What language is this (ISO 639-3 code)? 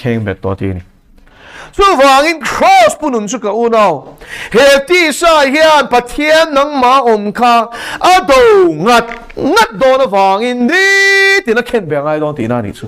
lus